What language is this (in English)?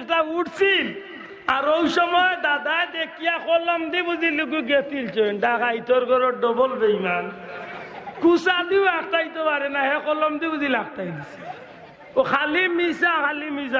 Sylheti